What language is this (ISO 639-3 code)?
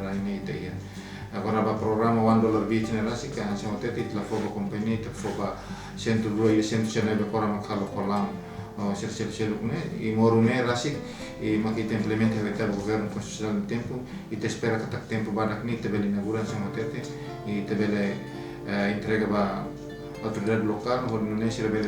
tet